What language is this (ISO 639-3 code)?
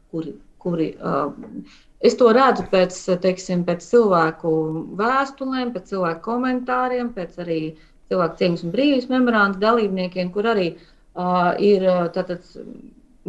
lav